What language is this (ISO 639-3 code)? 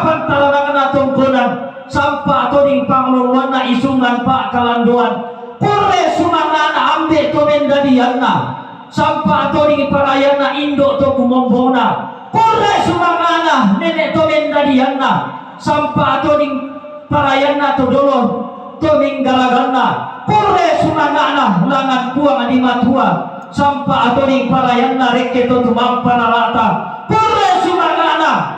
sda